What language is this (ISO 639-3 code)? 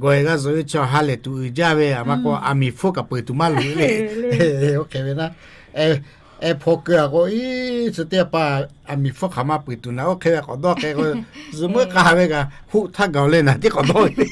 lhu